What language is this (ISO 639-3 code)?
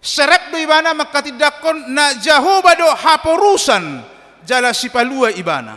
bbc